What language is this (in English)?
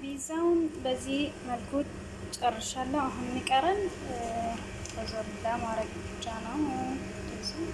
Amharic